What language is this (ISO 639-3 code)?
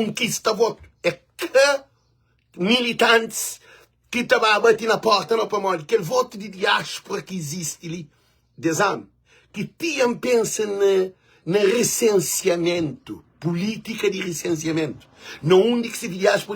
kea